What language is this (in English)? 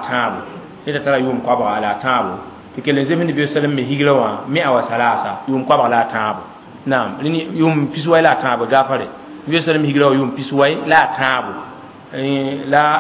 Mossi